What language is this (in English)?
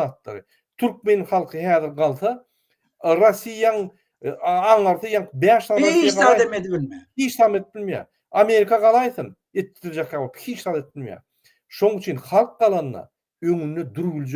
Turkmen